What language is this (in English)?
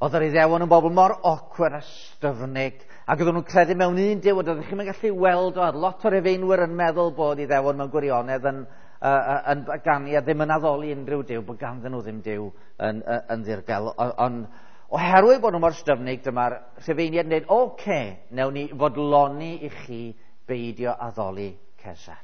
Welsh